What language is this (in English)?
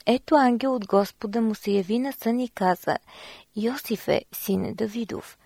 Bulgarian